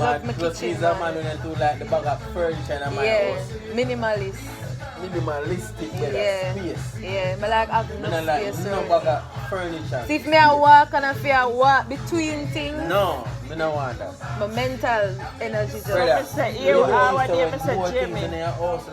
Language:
Jamaican Creole English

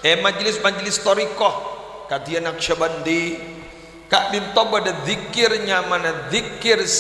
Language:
Madurese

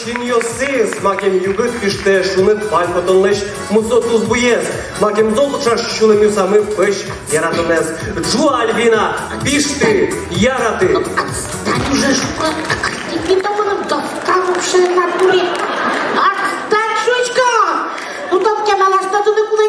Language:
Udmurt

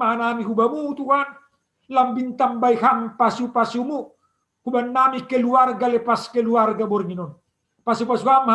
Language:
Batak Simalungun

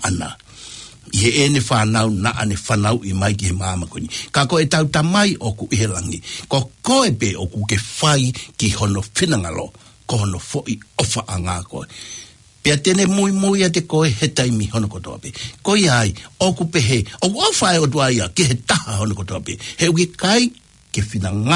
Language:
Tongan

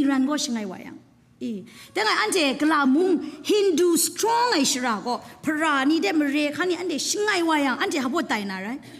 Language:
Kachin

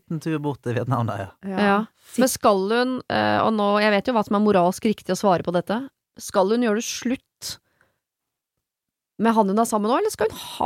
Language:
Norwegian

